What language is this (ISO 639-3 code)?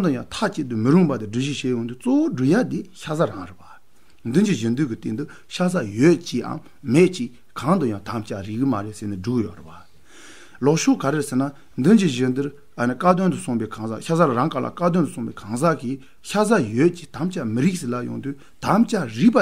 bod